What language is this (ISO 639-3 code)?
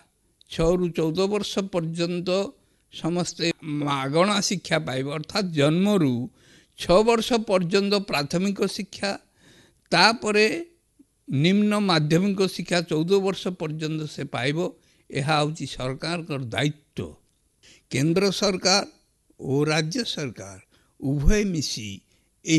ori